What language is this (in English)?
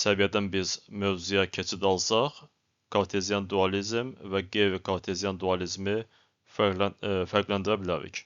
Azerbaijani